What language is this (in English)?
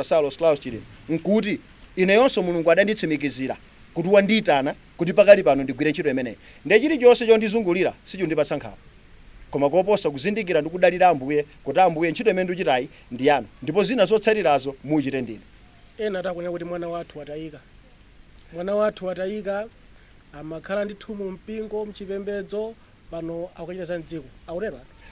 Nyanja